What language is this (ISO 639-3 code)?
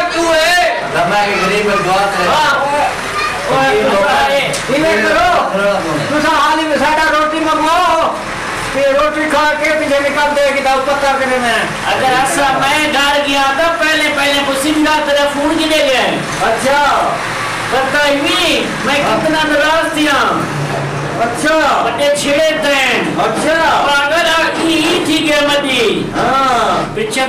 skr